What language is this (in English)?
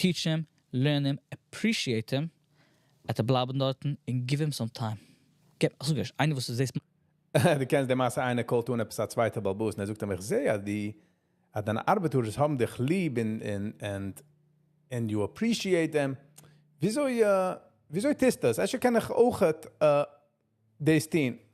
Yiddish